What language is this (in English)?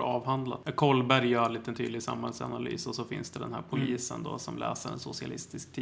Swedish